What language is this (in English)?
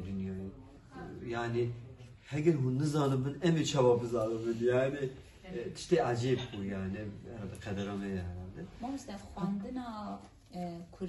Kurdish